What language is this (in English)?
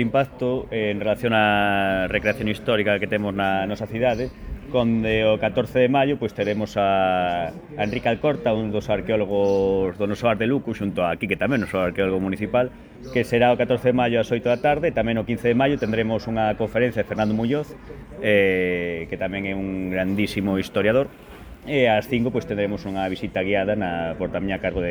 Galician